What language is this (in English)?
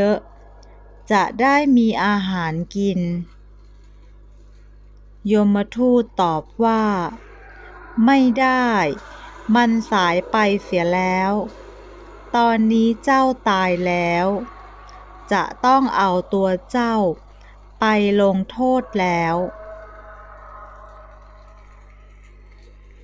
Thai